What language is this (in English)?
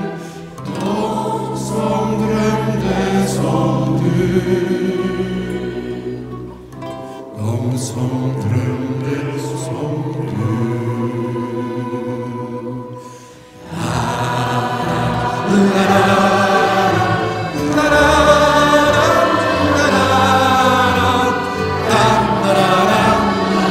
Swedish